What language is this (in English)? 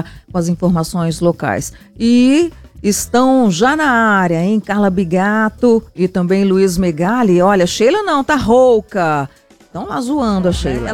Portuguese